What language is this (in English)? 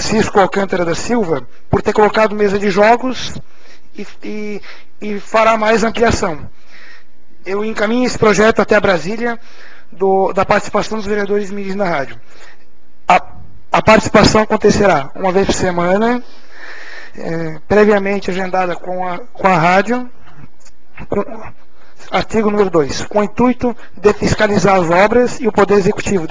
Portuguese